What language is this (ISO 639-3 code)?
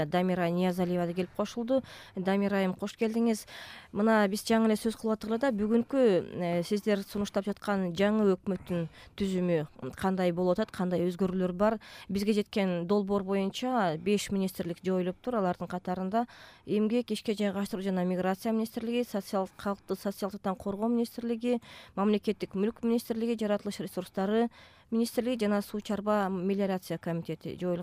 kir